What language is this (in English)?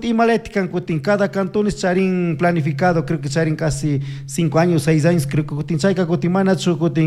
Chimborazo Highland Quichua